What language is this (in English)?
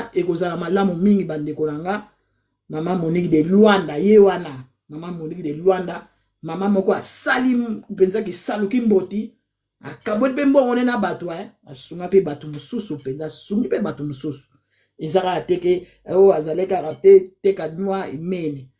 Lingala